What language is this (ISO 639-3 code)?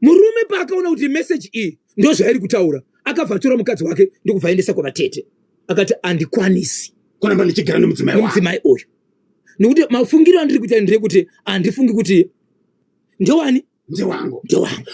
sna